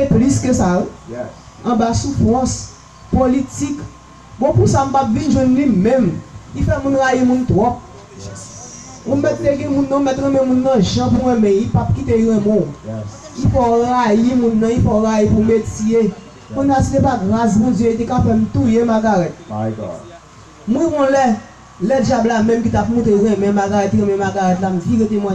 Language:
Haitian Creole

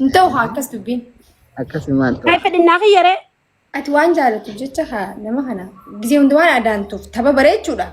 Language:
Oromo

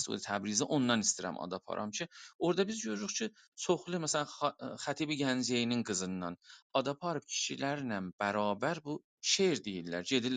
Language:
South Azerbaijani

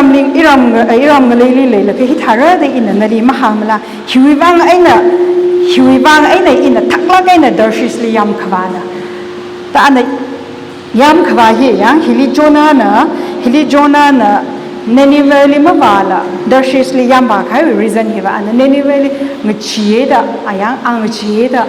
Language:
Tangkhul Naga (India)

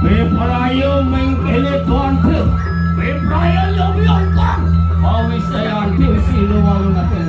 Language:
Balinese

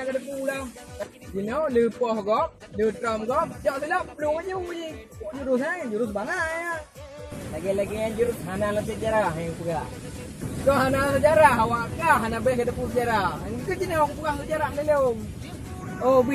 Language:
Achinese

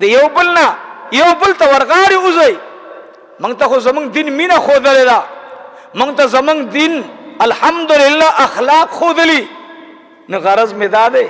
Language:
Pashto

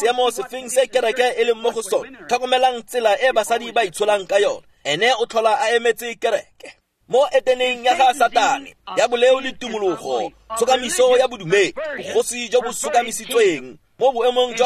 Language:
Tswana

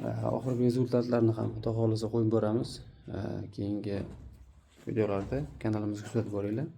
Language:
Uzbek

